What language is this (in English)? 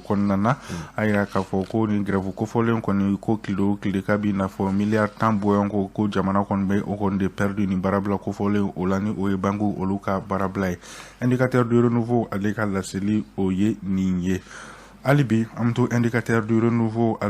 Bambara